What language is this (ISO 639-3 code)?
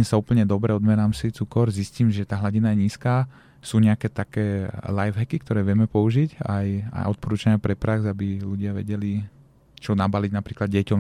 slk